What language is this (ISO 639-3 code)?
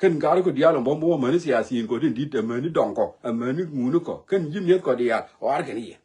nus